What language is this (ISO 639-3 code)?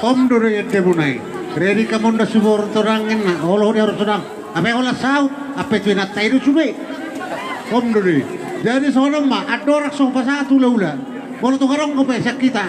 bbc